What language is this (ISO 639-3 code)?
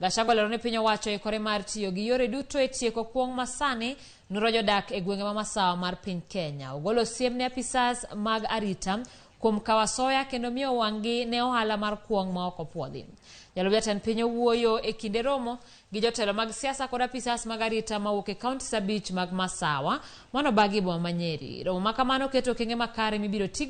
luo